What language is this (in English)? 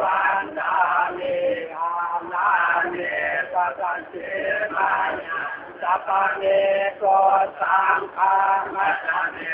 Lü